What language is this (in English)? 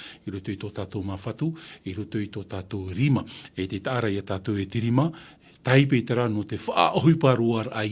Tahitian